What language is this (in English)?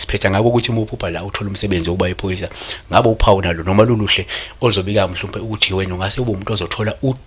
Zulu